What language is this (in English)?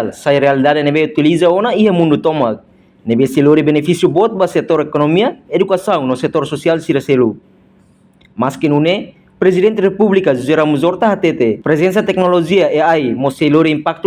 Tetum